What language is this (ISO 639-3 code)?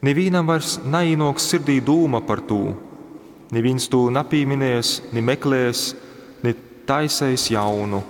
ltg